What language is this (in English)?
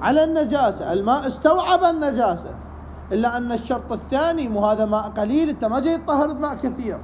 Mesopotamian Arabic